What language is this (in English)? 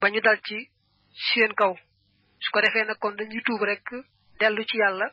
Wolof